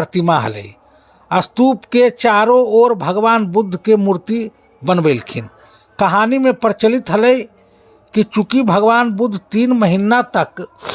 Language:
Magahi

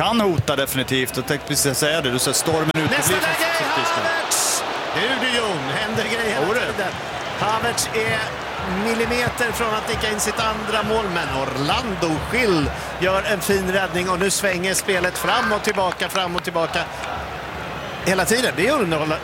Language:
Swedish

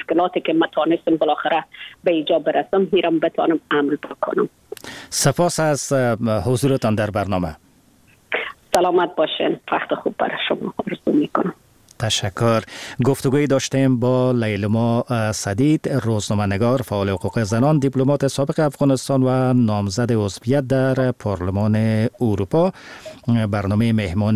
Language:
Persian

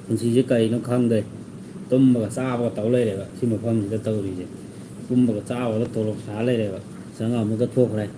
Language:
Manipuri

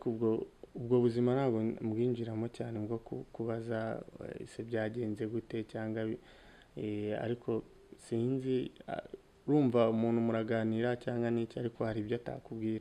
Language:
Kinyarwanda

